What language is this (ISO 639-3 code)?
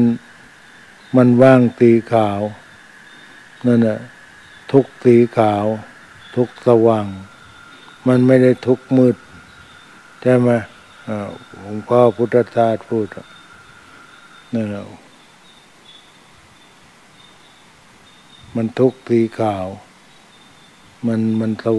tha